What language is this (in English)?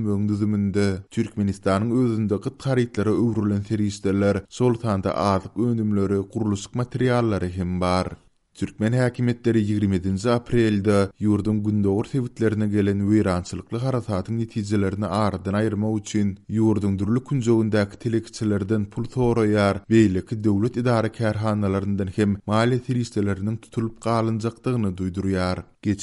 Turkmen